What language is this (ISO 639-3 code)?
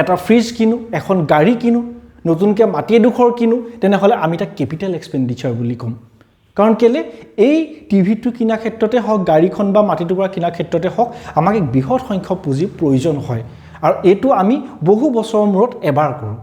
asm